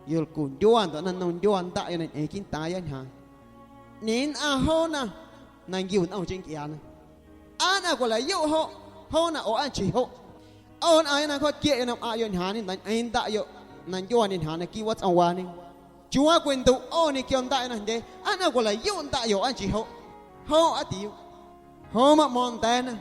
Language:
Guerrero Amuzgo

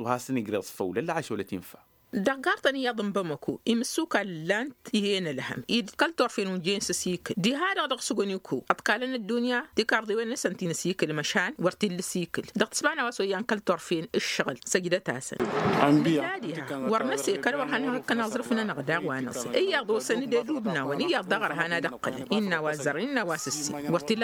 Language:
Tamasheq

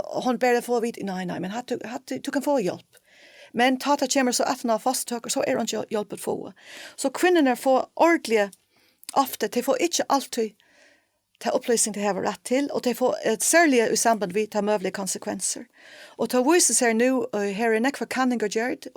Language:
Faroese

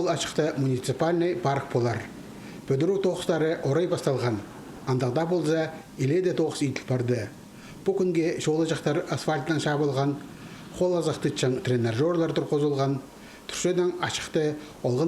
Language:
Khakas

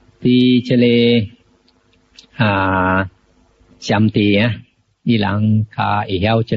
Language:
Min Nan Chinese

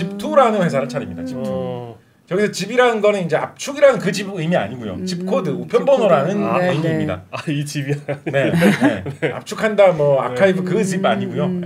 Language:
Korean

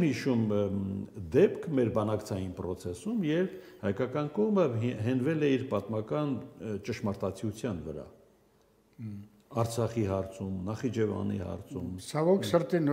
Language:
Armenian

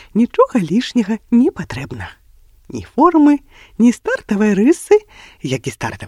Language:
Belarusian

